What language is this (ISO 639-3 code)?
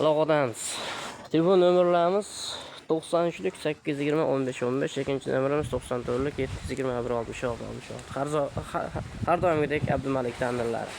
uzb